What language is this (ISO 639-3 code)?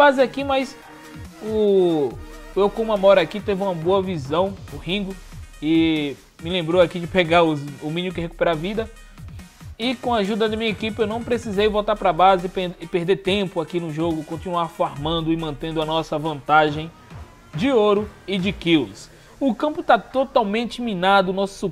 por